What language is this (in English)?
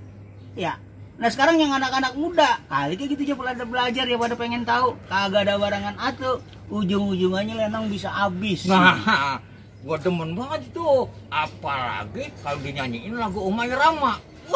Betawi